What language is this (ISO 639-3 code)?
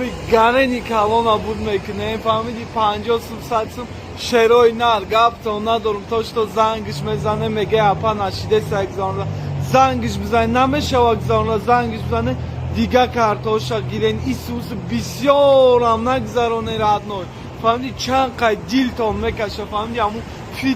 tgk